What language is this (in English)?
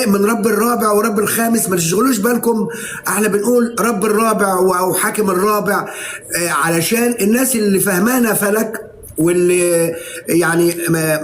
Egyptian Arabic